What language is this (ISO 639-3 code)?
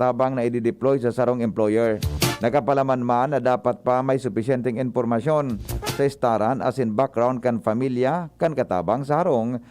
bik